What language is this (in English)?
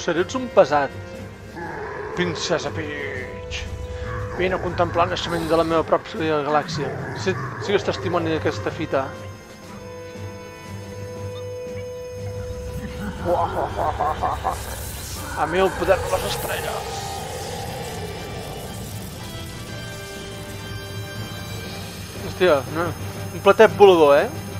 Catalan